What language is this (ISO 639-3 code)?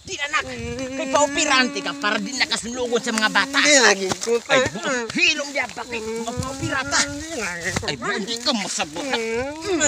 ceb